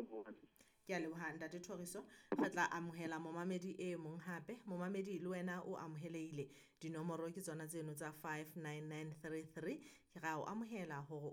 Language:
Southern Sotho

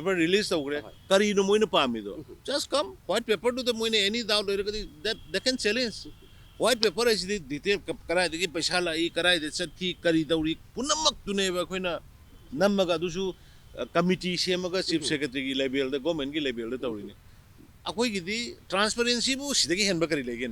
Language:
Manipuri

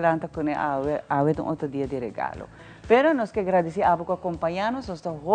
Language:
Papiamento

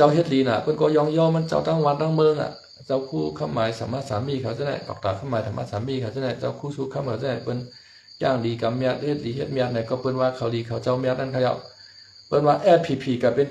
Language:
Shan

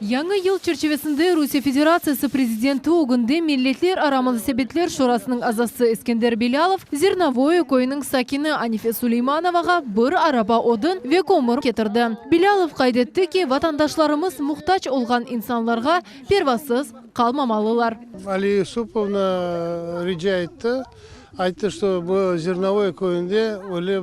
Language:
Crimean Tatar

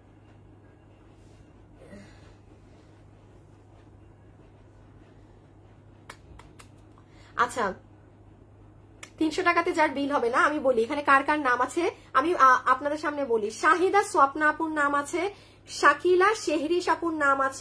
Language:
Bangla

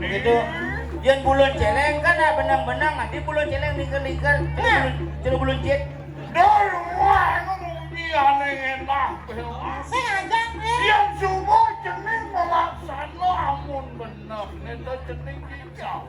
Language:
Balinese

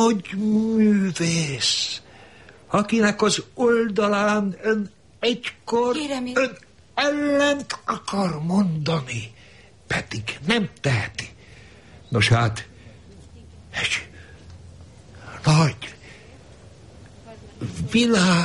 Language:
Hungarian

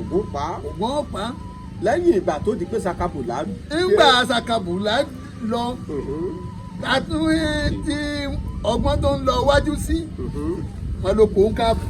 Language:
Yoruba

